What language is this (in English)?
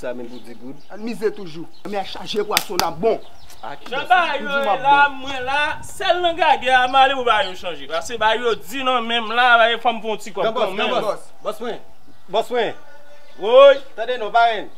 Haitian Creole